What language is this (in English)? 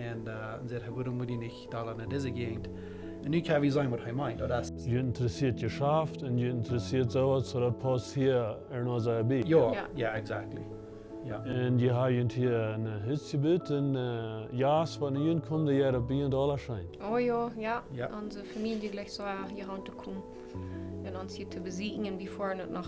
Plautdietsch